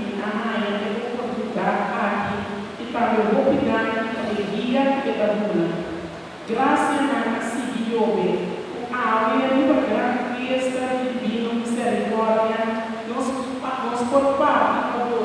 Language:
Papiamento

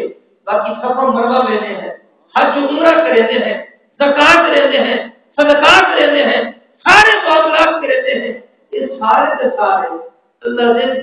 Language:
Saraiki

